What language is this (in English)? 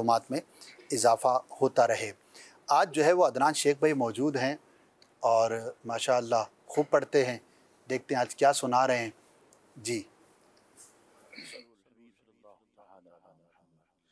Urdu